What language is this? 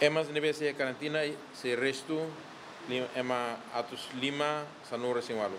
Tetum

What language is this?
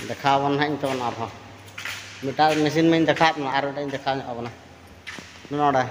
Santali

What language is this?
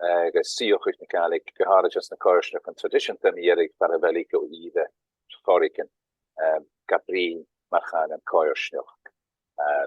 Scottish Gaelic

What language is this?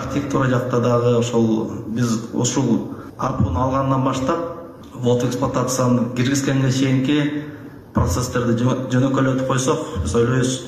Kyrgyz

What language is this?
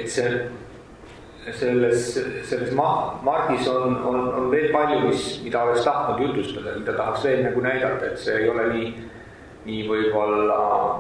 Estonian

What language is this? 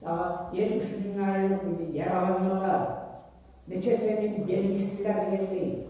Kumyk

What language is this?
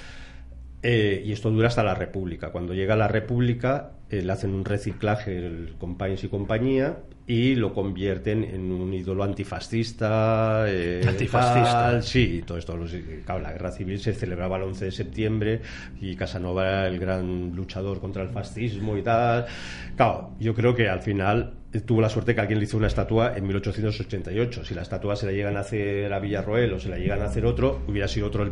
Spanish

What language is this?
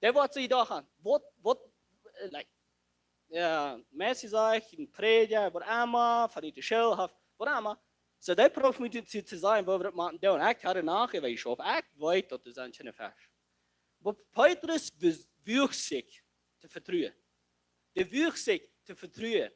Plautdietsch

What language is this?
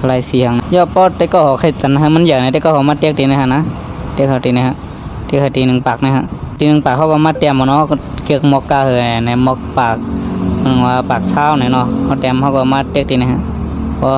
Shan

